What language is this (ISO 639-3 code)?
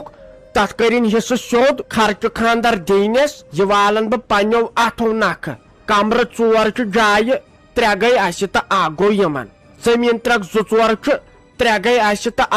kas